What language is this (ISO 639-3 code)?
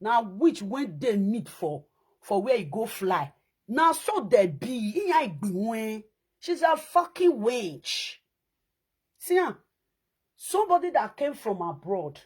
pcm